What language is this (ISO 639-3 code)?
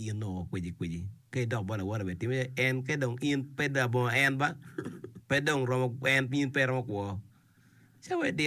ach